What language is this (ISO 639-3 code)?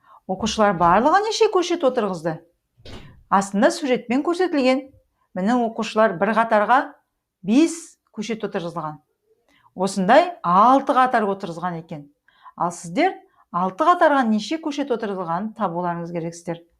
kaz